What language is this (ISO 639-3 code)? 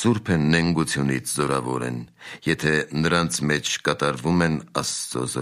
hye